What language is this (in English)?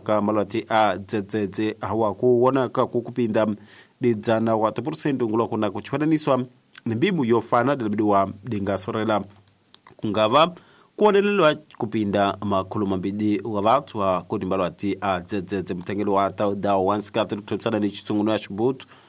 Tsonga